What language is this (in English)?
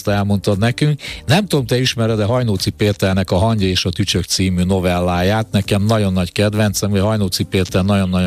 Hungarian